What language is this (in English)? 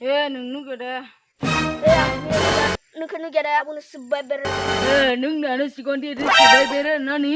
Kok Borok